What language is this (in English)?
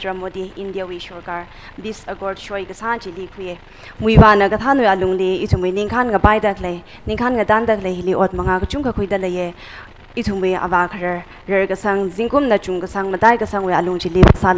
Tangkhul Naga (India)